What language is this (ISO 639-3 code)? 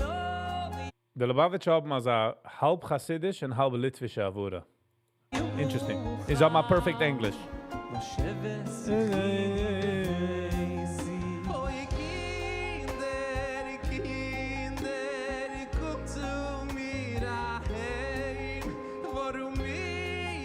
yid